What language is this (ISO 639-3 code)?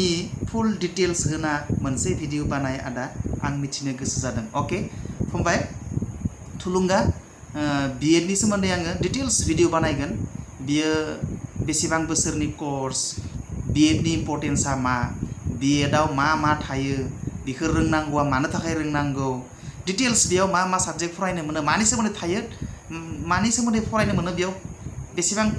brx